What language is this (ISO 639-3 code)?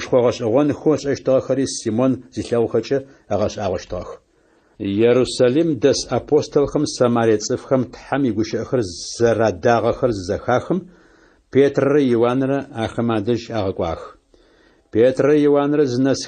ady